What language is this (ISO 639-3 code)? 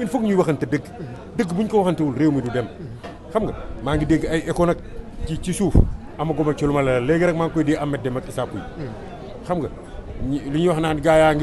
wol